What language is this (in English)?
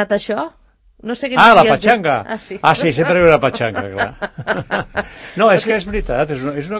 Catalan